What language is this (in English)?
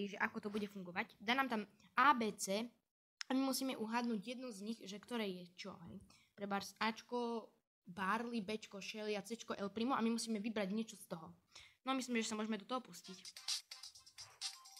Slovak